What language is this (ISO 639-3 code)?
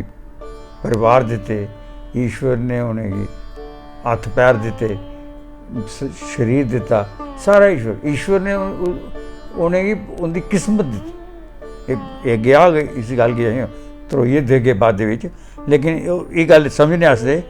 doi